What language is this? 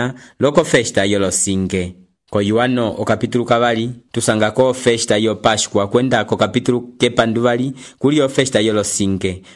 Umbundu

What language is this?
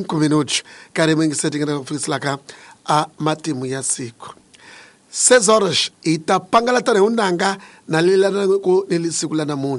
Tsonga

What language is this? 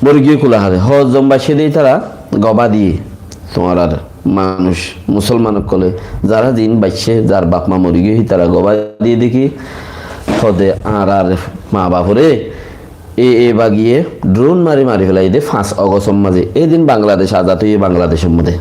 Rohingya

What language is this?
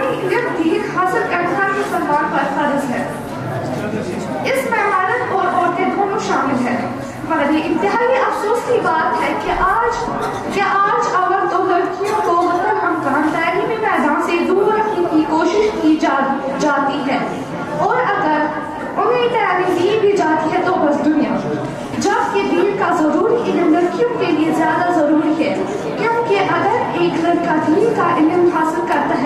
Kashmiri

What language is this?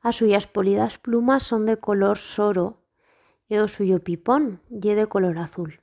Aragonese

